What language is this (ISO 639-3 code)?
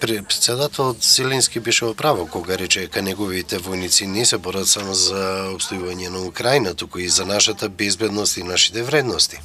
mkd